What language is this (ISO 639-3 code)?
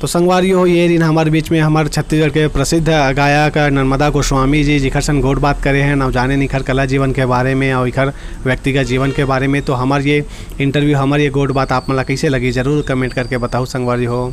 hne